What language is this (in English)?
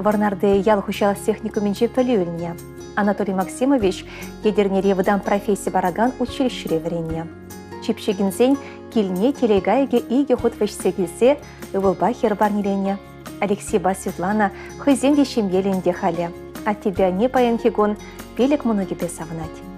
Chuvash